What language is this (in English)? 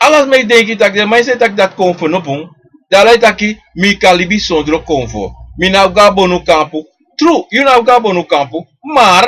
Sranan Tongo